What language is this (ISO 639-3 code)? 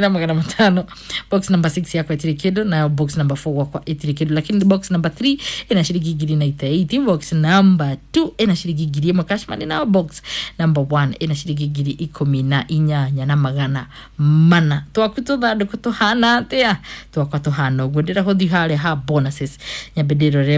kik